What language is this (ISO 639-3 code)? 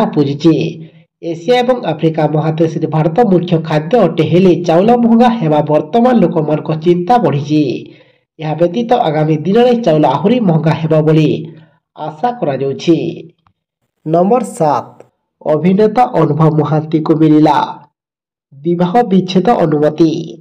ori